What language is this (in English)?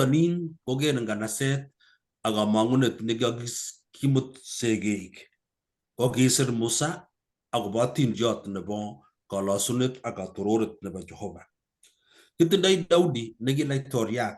Kalenjin